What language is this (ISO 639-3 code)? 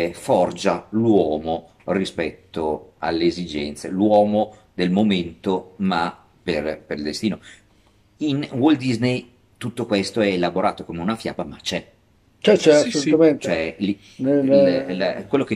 ita